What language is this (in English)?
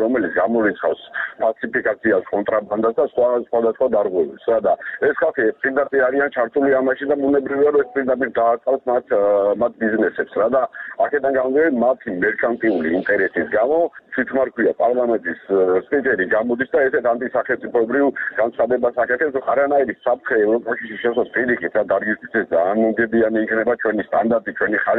Georgian